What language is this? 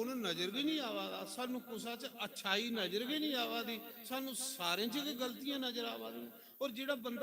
Dogri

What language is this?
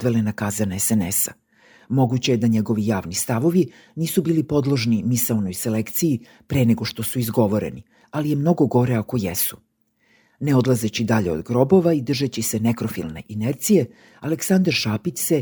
Serbian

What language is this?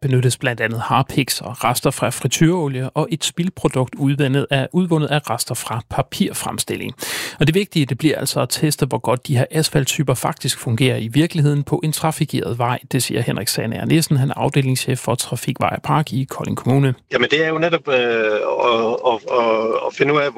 Danish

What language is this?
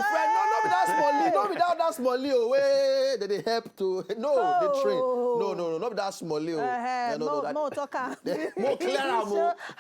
Nigerian Pidgin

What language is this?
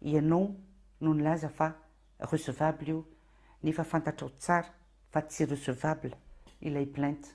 Malagasy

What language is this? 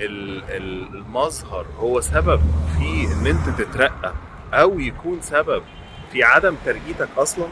Egyptian Arabic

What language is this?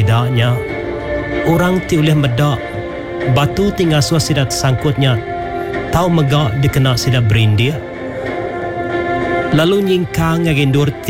Iban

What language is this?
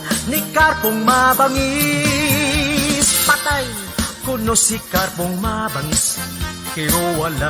Hiligaynon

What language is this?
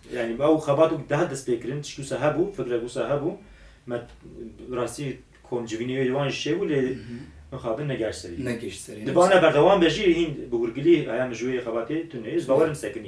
Kurdish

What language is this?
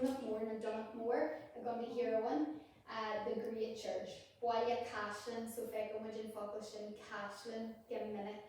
Irish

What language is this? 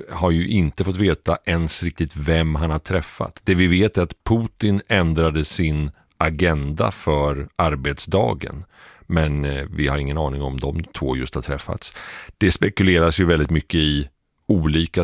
Swedish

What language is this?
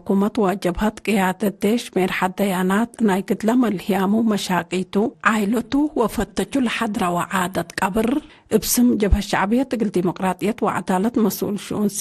Tigre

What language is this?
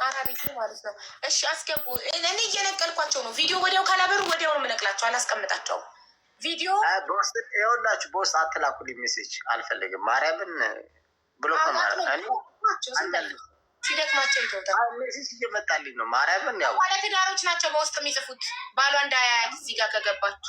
Amharic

